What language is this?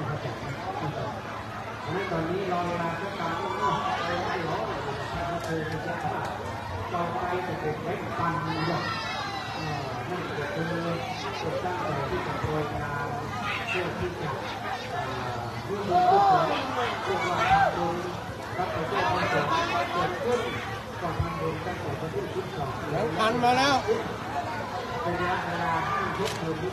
Thai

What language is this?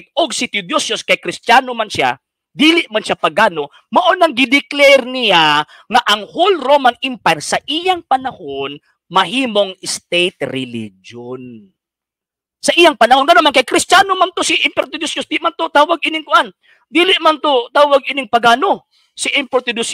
Cebuano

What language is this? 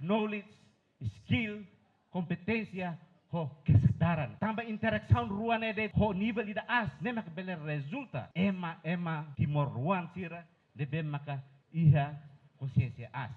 Tetum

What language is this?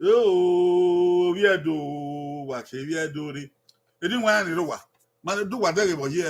Bini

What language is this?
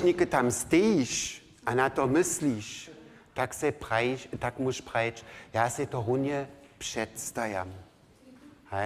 Upper Sorbian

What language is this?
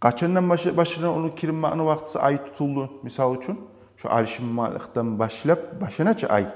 Kumyk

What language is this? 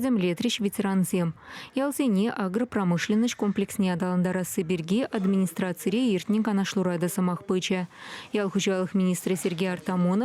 Chuvash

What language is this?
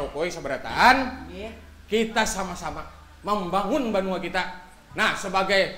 Banjar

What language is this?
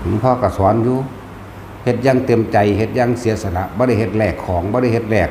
Northeastern Thai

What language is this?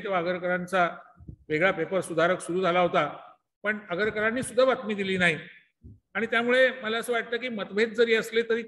Marathi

